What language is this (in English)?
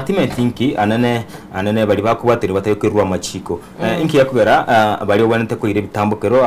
Gusii